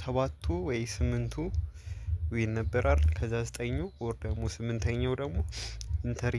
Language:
Amharic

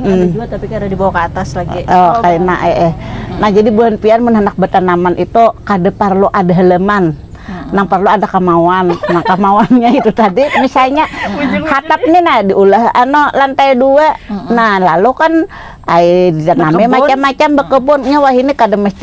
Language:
Banjar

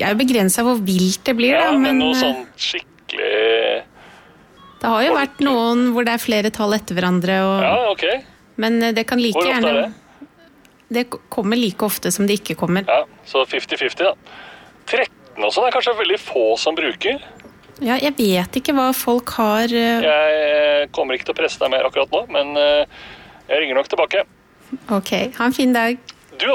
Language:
Norwegian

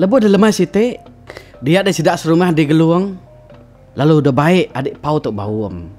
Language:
Iban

